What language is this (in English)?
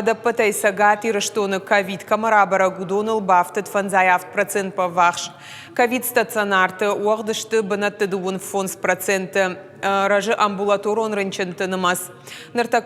Ossetic